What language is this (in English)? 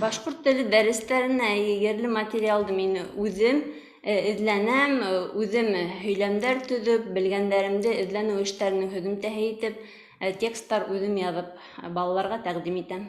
Bashkir